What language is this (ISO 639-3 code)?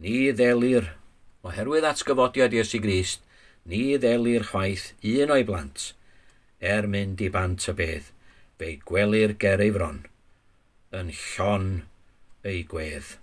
cym